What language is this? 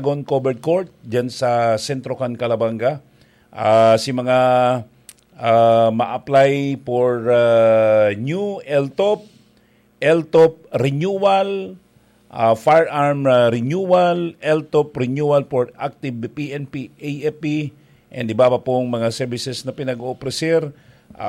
Bikol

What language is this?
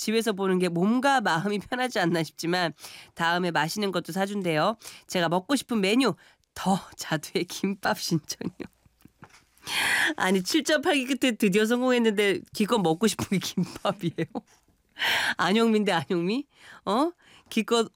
Korean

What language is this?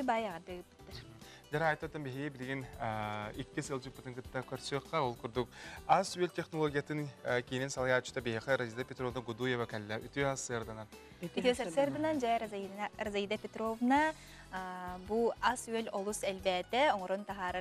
Yakut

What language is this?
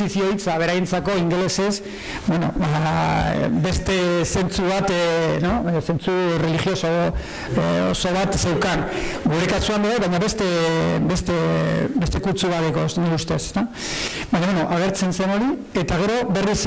Basque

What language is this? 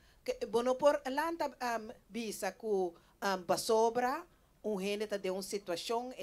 Papiamento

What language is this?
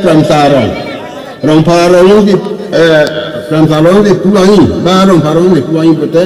Karbi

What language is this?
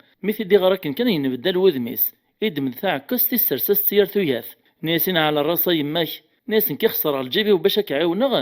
Kabyle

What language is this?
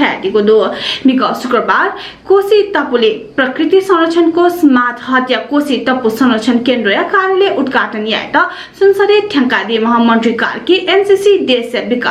Newari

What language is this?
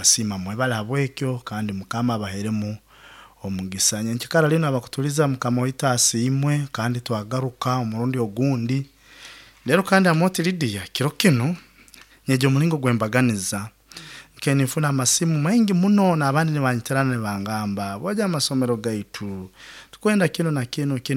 Nyoro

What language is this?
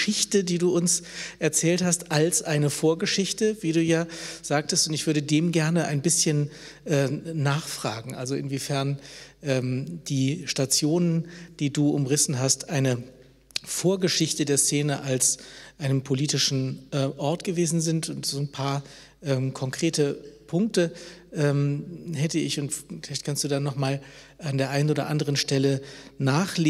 German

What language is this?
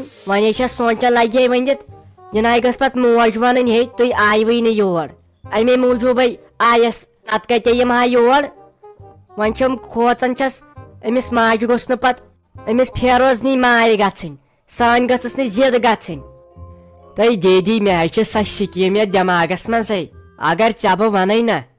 Kashmiri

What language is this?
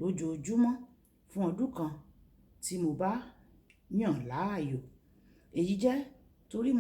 Yoruba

